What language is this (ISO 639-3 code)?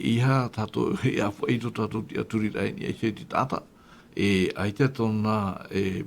tah